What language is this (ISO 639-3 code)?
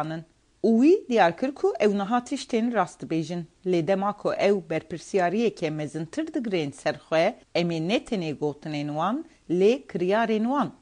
kur